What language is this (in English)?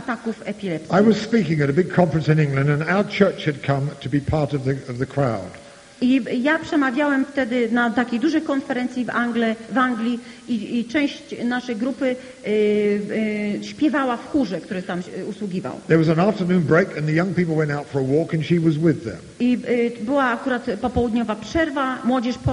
Polish